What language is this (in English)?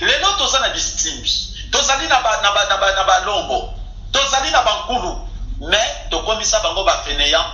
Lingala